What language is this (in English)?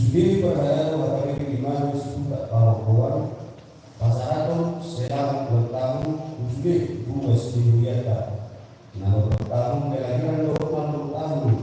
Batak Toba